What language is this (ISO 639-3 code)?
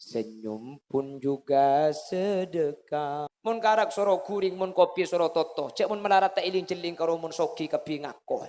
mad